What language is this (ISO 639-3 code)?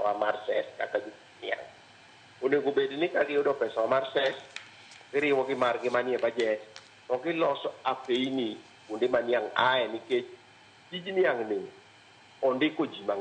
luo